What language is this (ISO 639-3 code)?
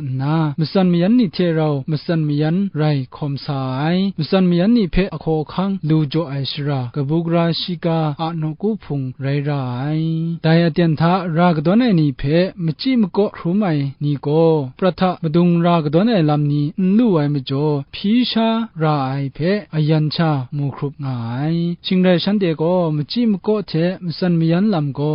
kac